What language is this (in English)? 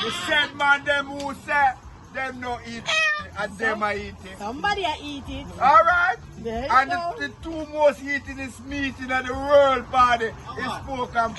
Jamaican Creole English